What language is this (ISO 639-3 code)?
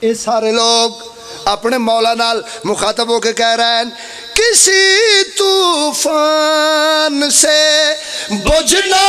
phr